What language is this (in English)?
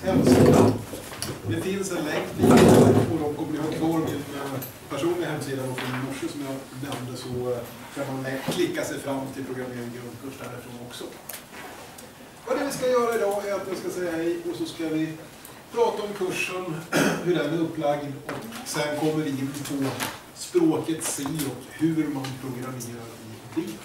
Swedish